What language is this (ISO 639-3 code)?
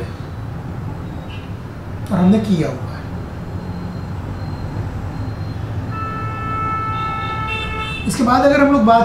hin